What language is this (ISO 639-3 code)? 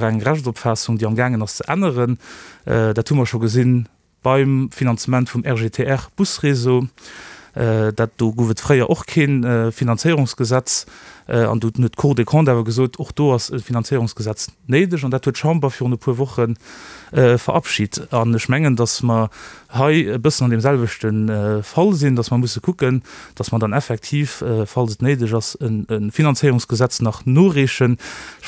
ltz